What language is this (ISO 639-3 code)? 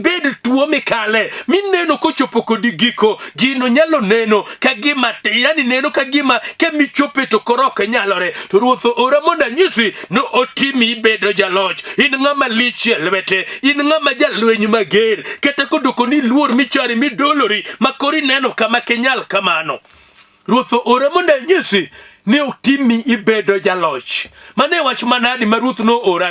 luo